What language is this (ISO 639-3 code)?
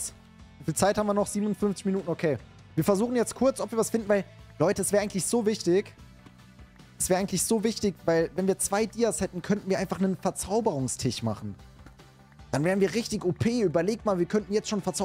deu